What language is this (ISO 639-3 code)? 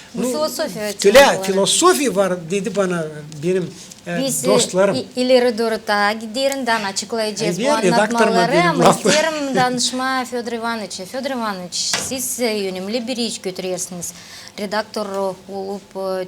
gag